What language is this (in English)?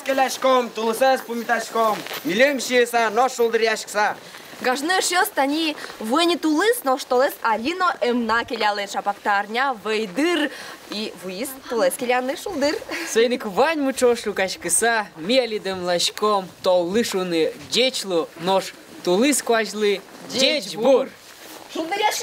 Udmurt